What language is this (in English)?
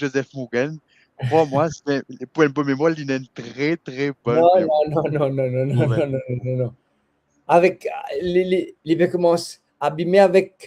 Morisyen